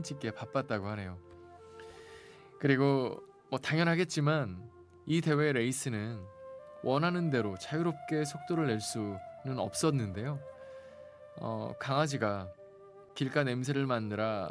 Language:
Korean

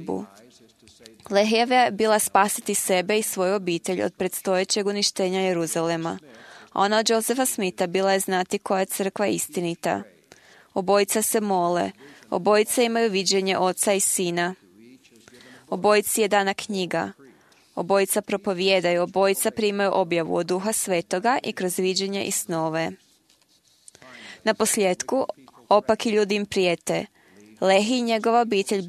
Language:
Croatian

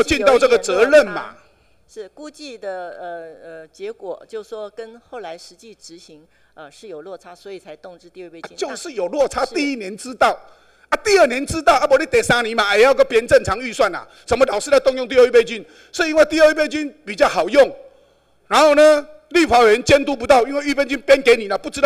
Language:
Chinese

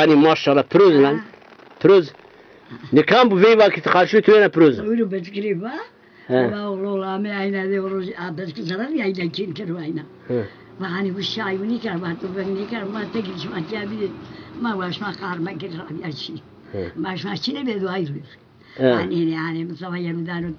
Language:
Zaza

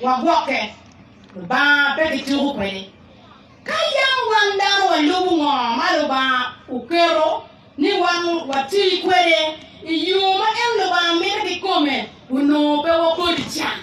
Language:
Acoli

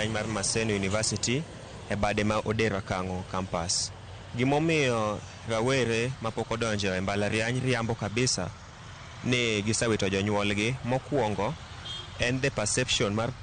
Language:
Luo (Kenya and Tanzania)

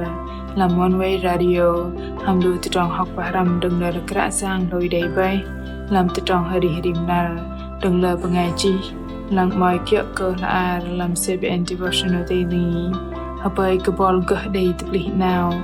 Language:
Bahnar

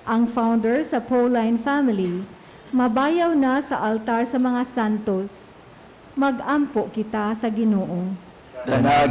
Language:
Cebuano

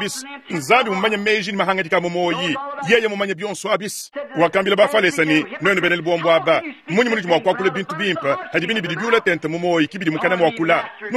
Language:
Luba-Lulua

